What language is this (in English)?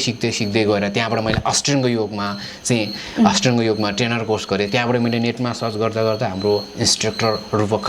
Nepali